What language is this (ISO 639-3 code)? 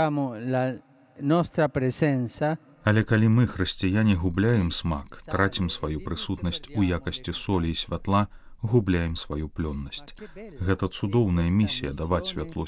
bel